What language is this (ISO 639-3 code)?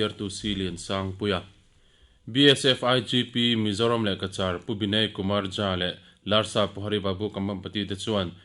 lus